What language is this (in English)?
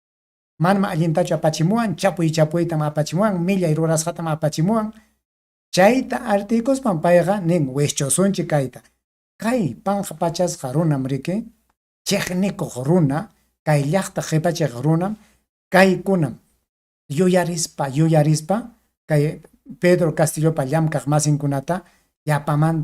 Ayacucho Quechua